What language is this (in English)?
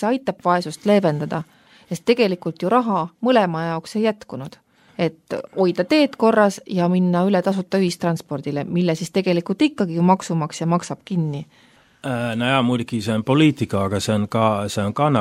Estonian